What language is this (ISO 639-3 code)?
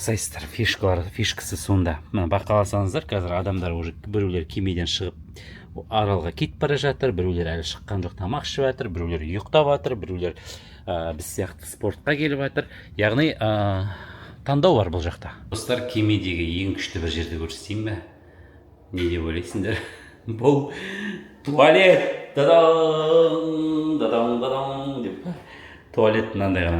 kaz